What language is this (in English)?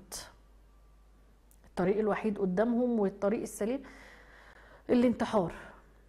Egyptian Arabic